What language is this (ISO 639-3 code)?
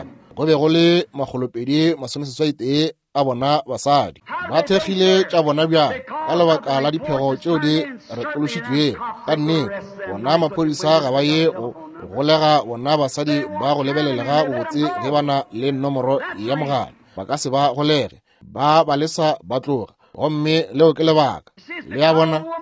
nso